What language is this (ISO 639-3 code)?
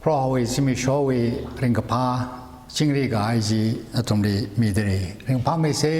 nmf